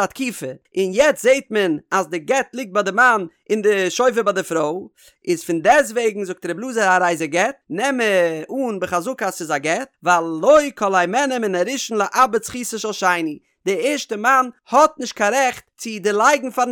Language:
Yiddish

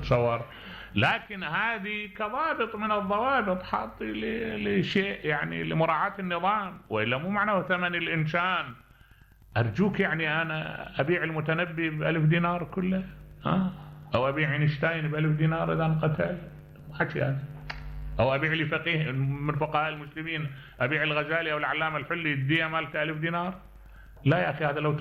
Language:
Mesopotamian Arabic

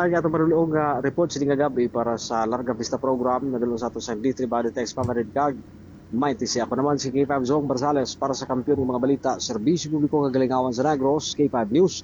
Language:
Hiligaynon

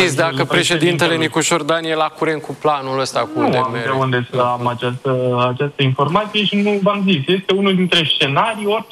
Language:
Romanian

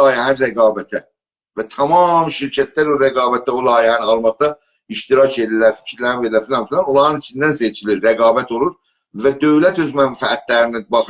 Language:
South Azerbaijani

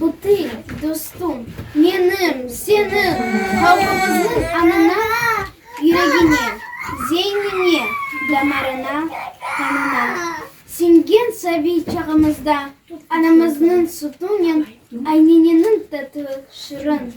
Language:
Crimean Tatar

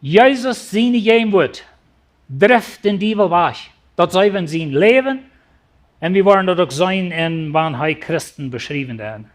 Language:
Plautdietsch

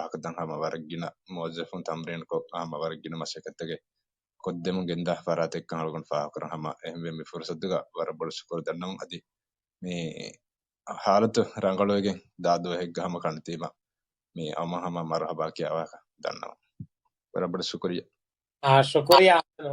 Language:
Divehi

